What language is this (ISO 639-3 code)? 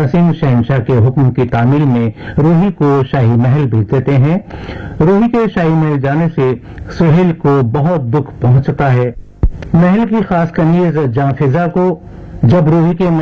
urd